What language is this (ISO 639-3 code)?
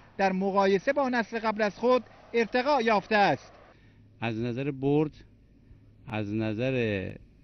fas